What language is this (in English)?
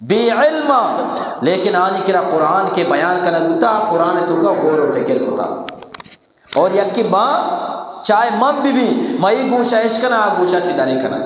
Eastern Balochi